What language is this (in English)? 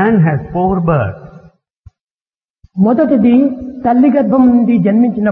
Telugu